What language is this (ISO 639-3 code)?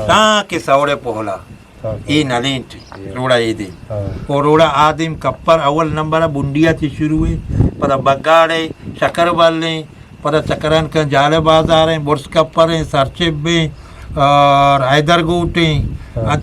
bgp